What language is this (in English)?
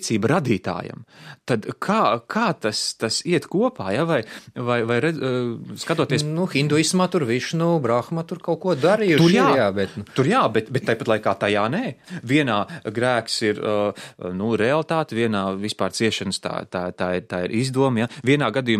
Latvian